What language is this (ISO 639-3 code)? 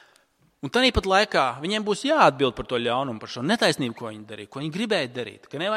lav